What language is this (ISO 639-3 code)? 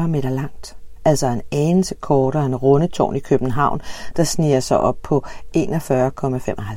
dan